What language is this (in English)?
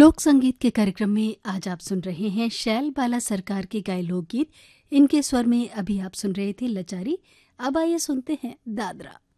Hindi